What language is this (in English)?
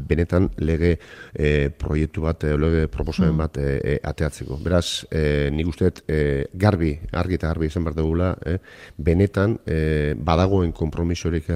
Basque